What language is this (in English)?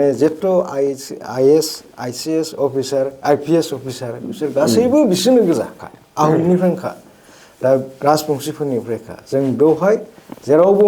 Bodo